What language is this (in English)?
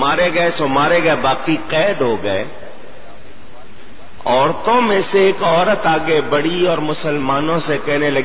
Urdu